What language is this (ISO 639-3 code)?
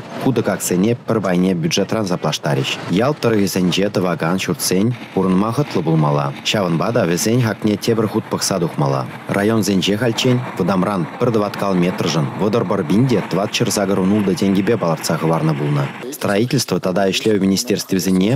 chv